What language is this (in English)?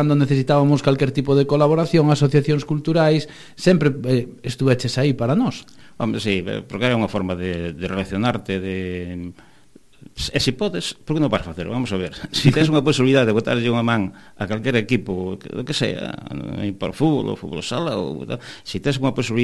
Galician